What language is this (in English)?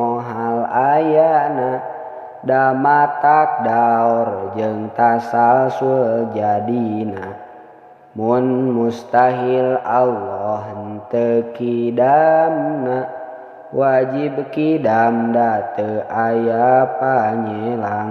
Sundanese